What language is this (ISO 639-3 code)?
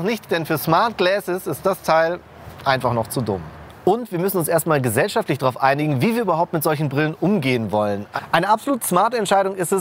deu